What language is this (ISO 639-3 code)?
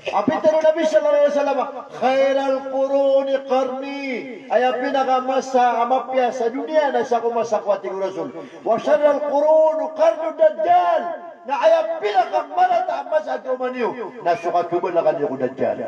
mrw